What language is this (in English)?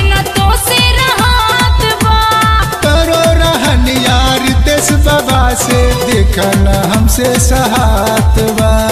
Bhojpuri